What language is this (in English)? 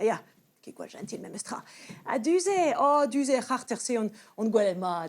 Breton